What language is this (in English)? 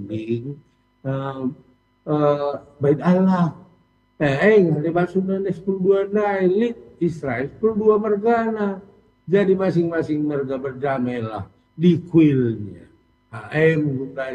Batak Karo